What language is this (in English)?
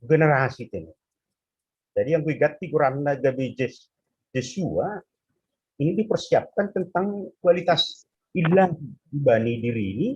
Batak Simalungun